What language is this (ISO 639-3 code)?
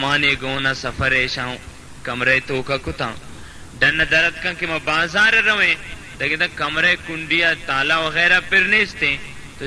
bal